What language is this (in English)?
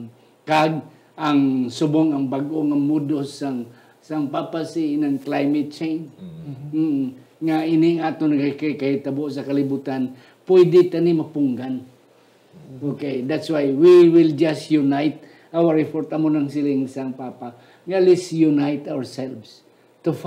Hiligaynon